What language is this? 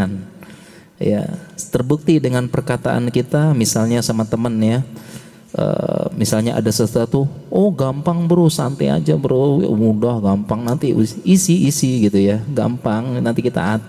Indonesian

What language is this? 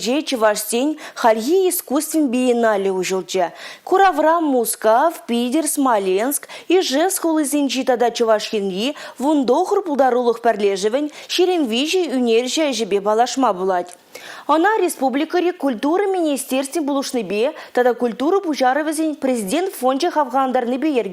Chuvash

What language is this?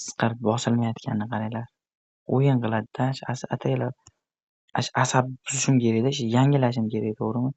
Uzbek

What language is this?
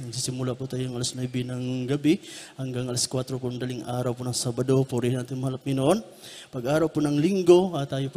Filipino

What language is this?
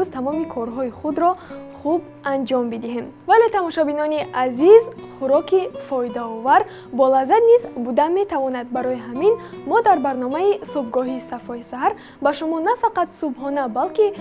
Tajik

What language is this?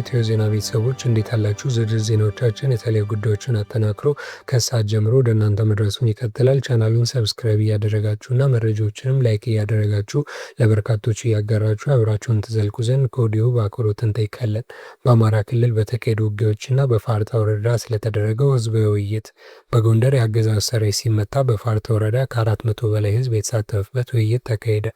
Amharic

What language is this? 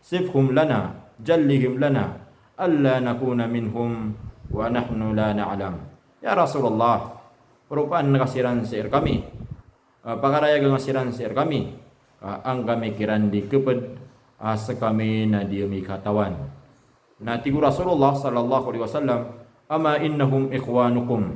Maranao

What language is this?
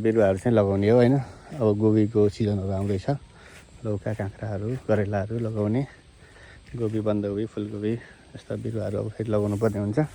Nepali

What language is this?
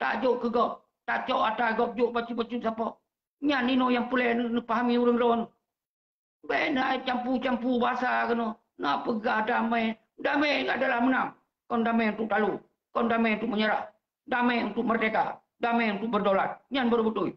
Achinese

